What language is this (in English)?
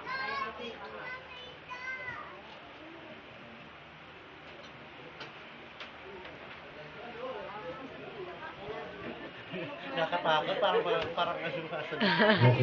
Filipino